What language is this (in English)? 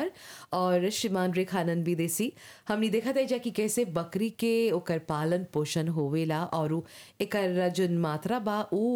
Bhojpuri